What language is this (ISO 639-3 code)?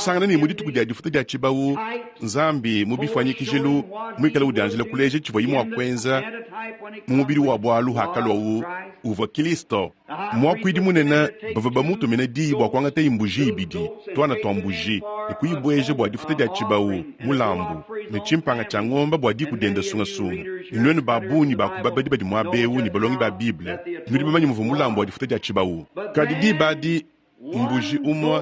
lua